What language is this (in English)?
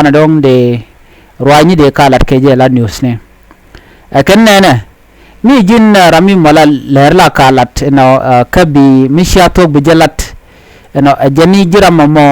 Nuer